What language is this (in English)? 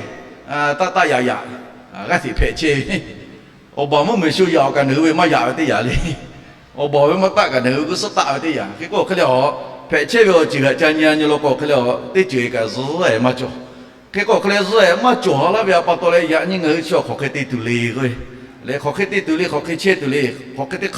Lahu